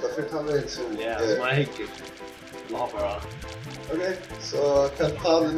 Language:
Faroese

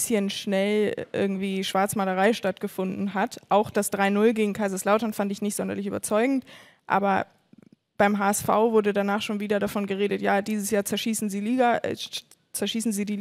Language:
German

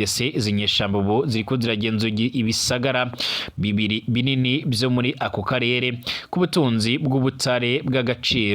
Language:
Rundi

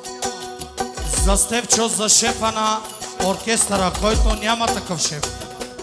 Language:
Bulgarian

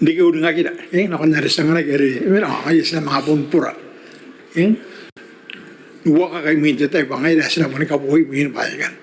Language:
Gilbertese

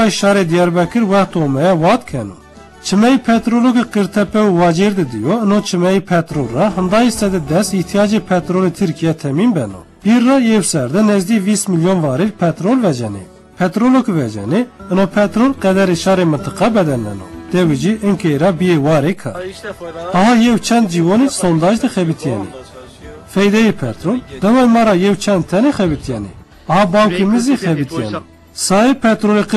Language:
Zaza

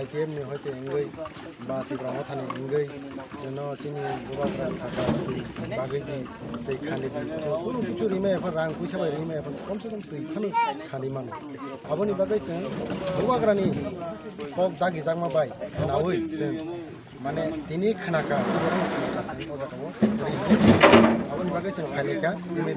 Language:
Kok Borok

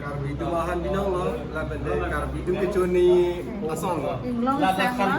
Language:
Karbi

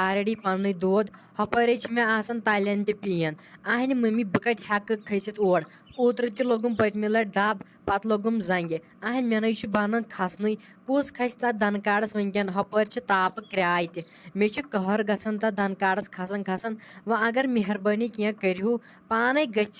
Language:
Kashmiri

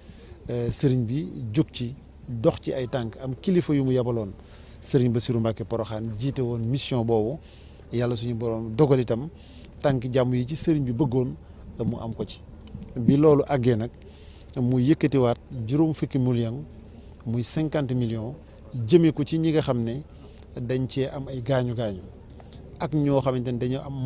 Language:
Wolof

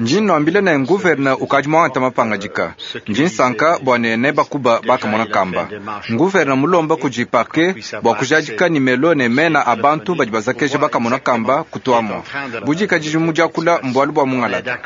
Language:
Luba-Lulua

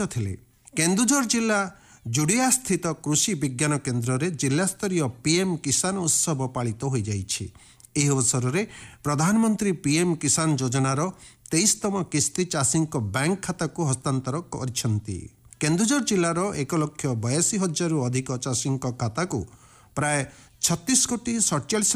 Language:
Odia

